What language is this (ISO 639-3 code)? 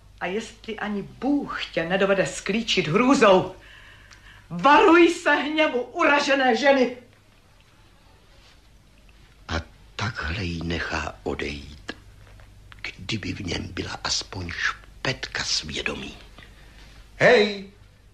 ces